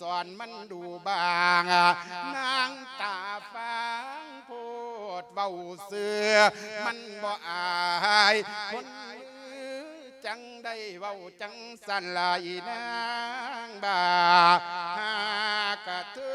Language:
Lao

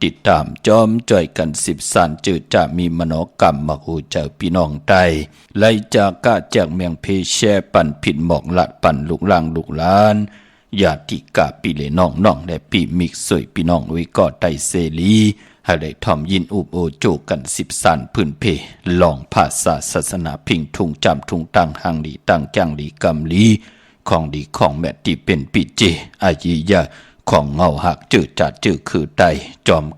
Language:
Shan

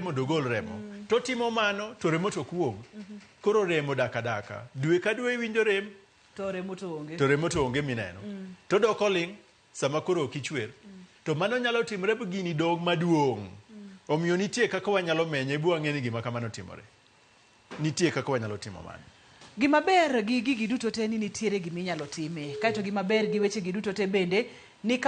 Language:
Luo (Kenya and Tanzania)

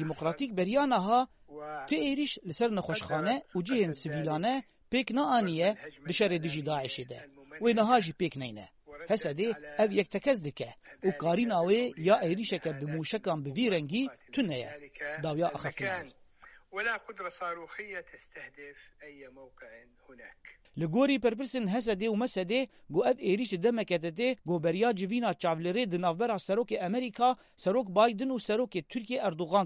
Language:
Kurdish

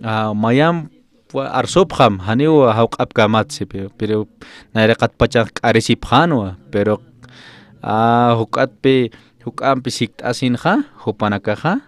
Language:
Aymara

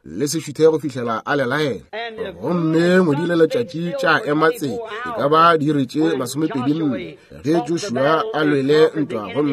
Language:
Northern Sotho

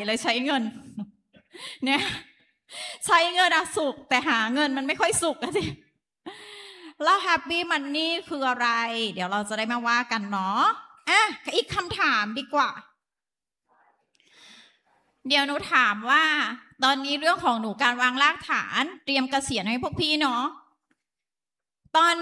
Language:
Thai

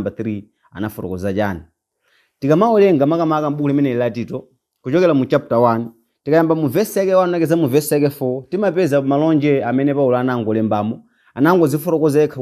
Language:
Nyanja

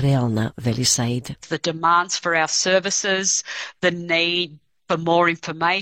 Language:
Macedonian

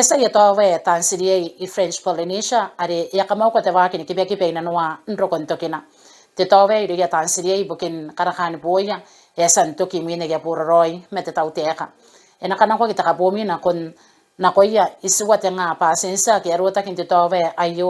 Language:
Gilbertese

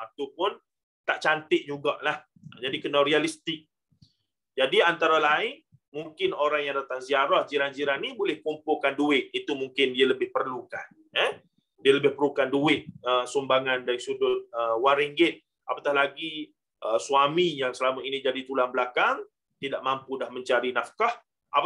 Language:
Malay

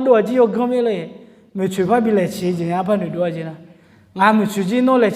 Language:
Akha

